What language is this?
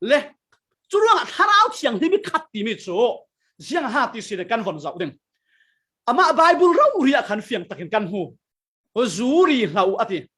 Falam Chin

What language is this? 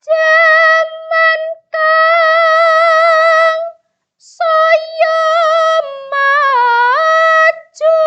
Javanese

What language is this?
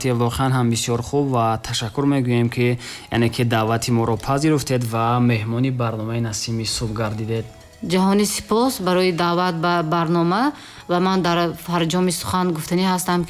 Tajik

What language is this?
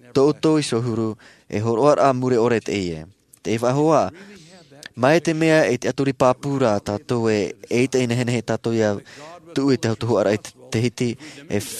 Tahitian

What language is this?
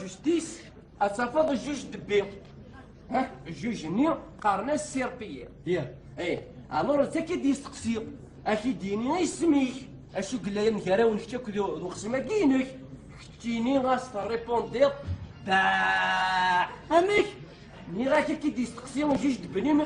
Kabyle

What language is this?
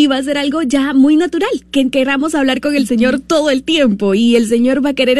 Spanish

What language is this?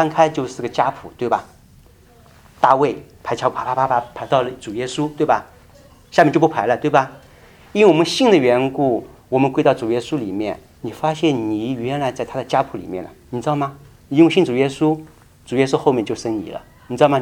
Chinese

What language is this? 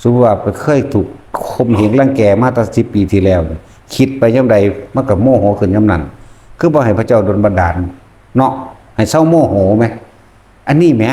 Northeastern Thai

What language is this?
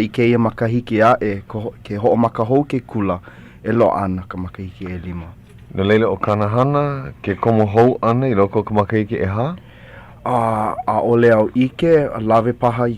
Hawaiian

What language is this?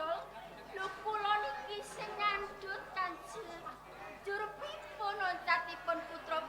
Javanese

